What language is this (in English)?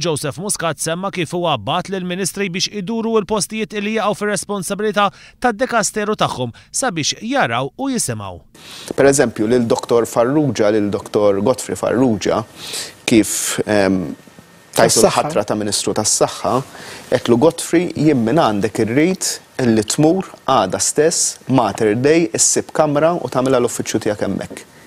Maltese